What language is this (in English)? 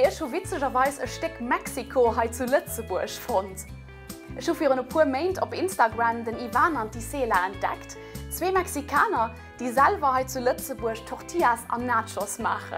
Luxembourgish